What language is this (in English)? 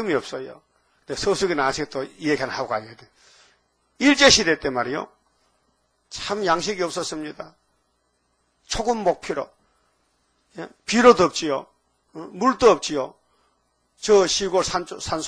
Korean